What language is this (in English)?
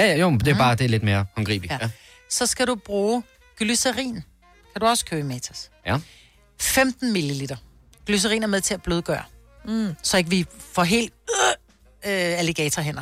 Danish